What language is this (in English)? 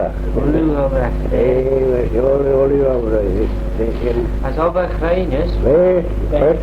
Manx